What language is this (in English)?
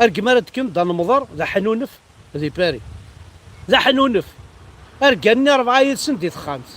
Kabyle